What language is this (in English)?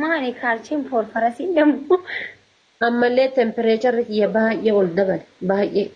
Oromo